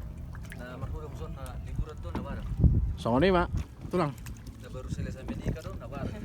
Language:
Batak Toba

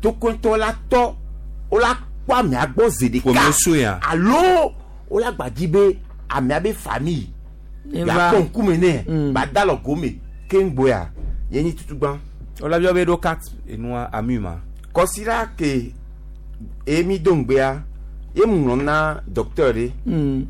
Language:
Gen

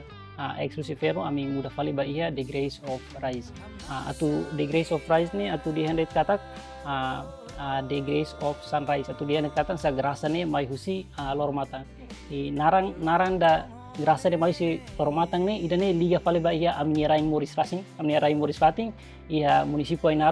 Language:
Tetum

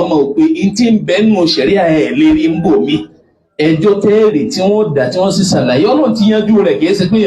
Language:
Yoruba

